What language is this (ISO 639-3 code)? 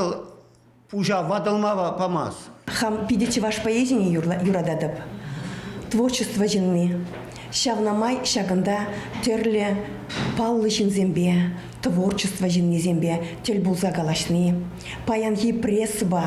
chv